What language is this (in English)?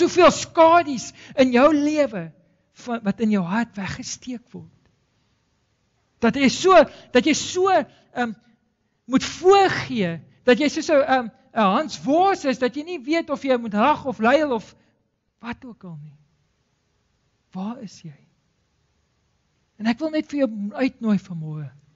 Afrikaans